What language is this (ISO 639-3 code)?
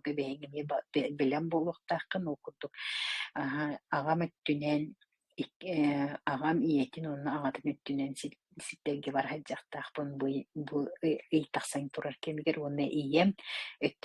sah